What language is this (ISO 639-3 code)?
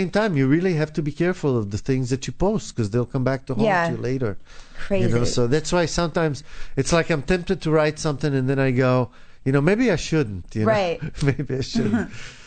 eng